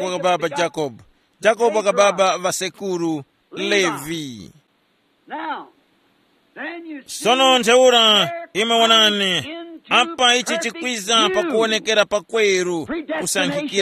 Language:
Tumbuka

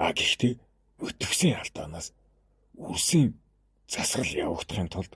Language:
Mongolian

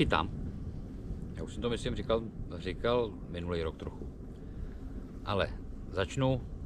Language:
Czech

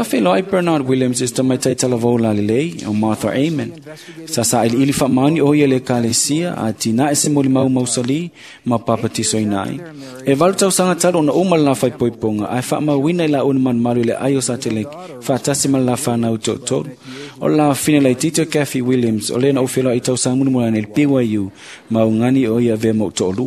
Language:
Samoan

